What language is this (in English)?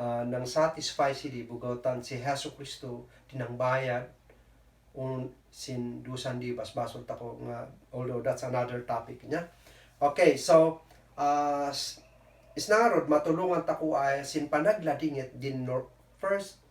Kankanaey